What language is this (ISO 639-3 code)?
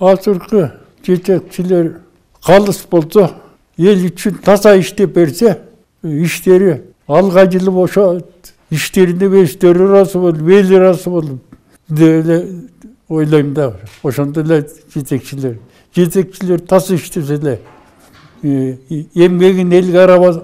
kir